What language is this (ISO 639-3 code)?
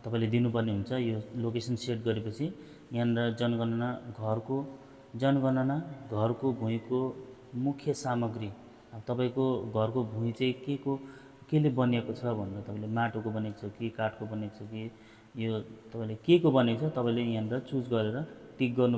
nep